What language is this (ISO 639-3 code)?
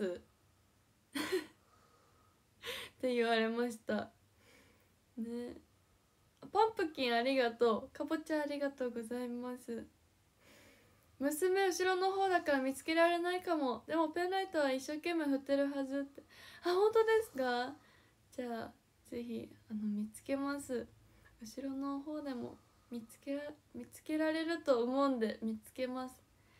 jpn